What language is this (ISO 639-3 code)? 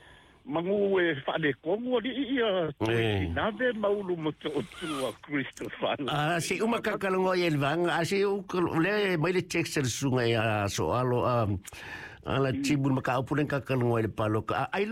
smo